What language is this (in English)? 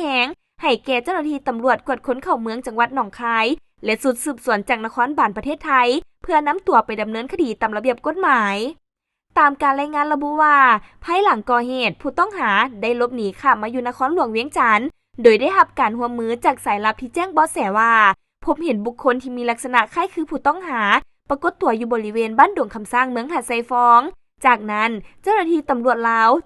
Lao